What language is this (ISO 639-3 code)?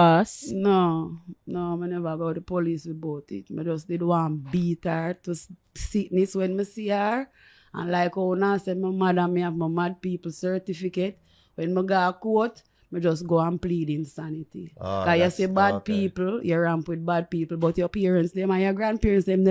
jam